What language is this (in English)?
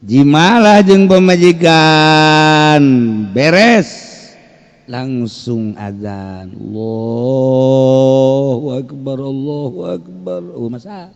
Sundanese